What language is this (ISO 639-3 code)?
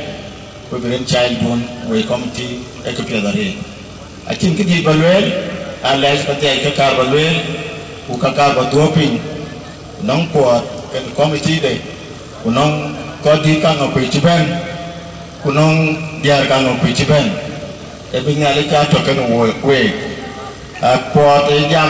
din